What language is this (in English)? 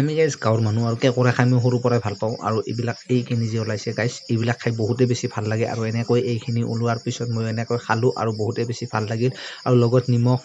Assamese